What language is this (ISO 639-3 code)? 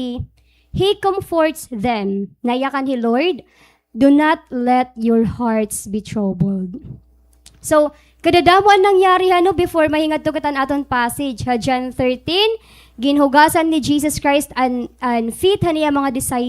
war